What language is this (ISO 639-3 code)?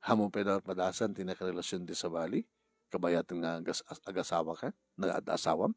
ilo